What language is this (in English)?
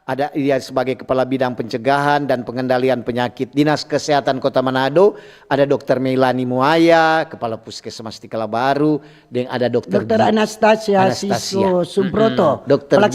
Manado Malay